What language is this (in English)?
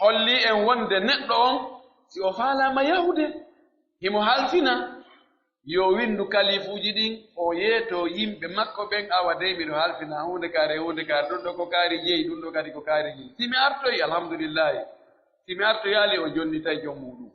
Pular